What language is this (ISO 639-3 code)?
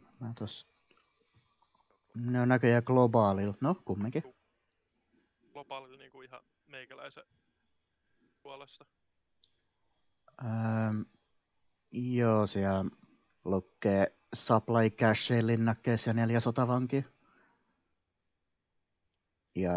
fin